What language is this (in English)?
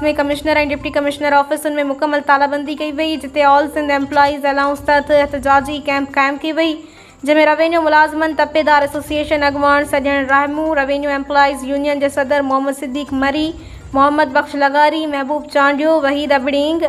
Sindhi